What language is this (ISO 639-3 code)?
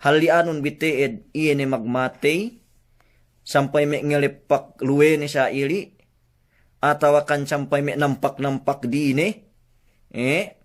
yka